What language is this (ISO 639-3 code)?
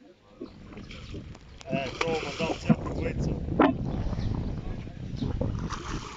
bul